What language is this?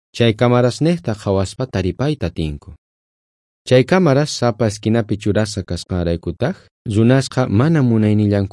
South Bolivian Quechua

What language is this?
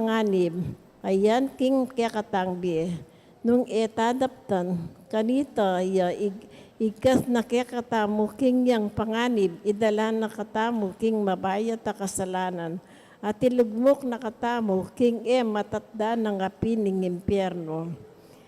Pampanga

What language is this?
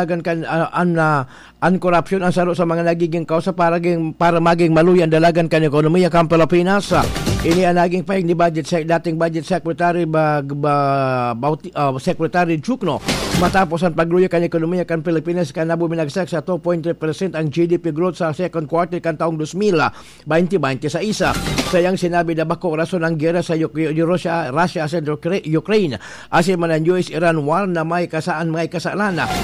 Bikol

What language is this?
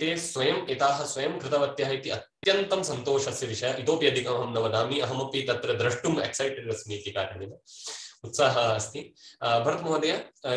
Sanskrit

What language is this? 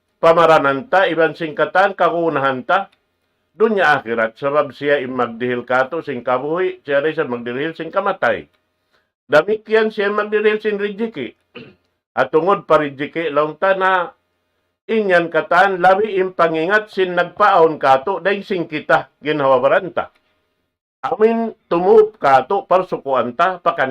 Tausug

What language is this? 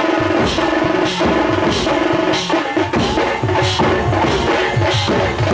Marathi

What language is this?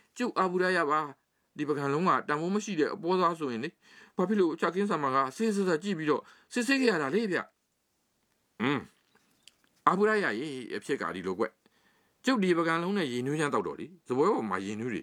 Burmese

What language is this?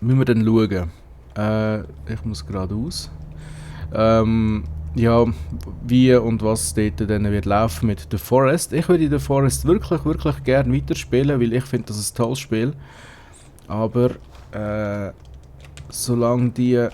Swiss German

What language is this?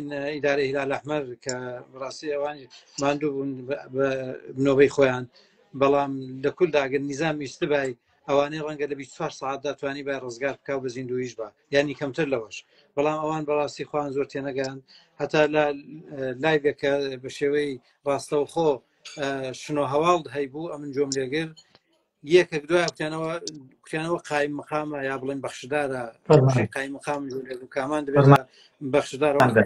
Central Kurdish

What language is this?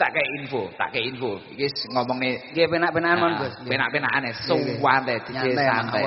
Javanese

